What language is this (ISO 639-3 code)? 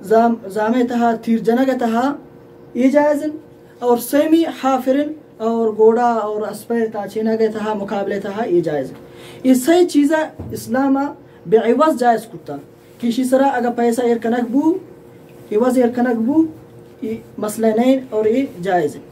bal